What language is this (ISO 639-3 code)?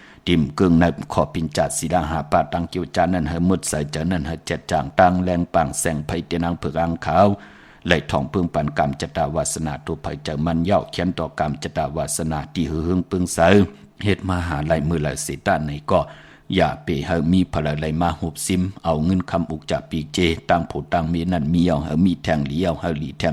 shn